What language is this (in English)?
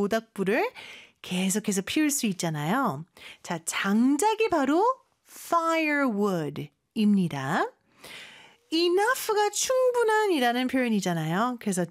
Korean